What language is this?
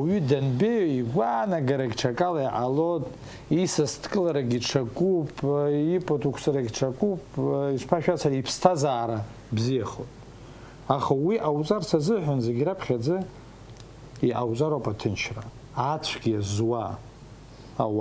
Abkhazian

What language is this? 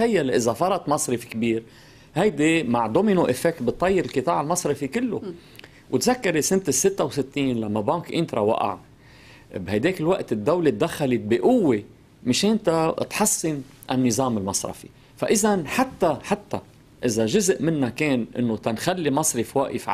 North Levantine Arabic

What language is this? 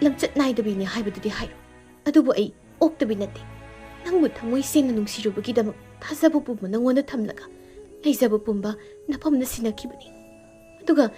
Manipuri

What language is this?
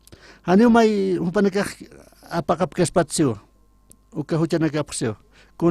Aymara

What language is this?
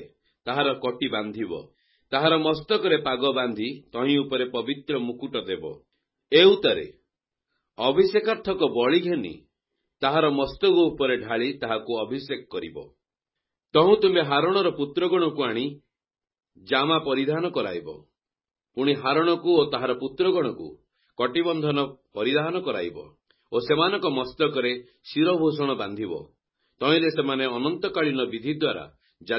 Odia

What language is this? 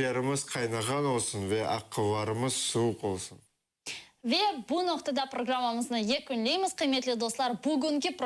Crimean Tatar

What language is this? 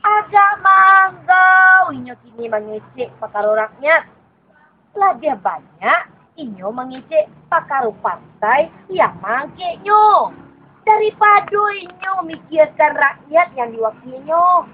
Minangkabau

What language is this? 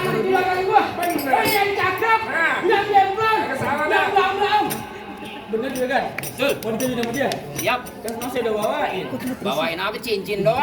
Betawi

